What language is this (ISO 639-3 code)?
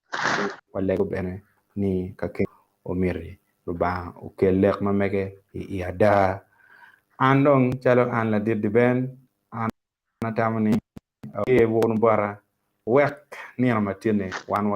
ach